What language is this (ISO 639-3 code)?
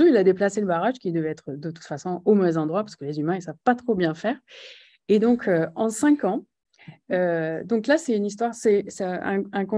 fra